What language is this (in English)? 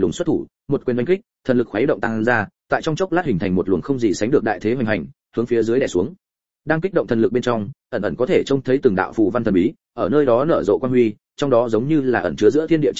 Vietnamese